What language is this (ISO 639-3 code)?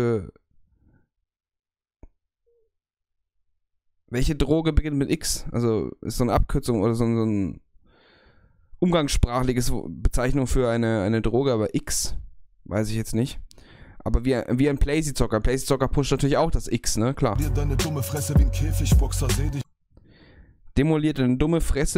deu